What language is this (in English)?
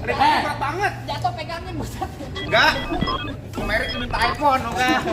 Betawi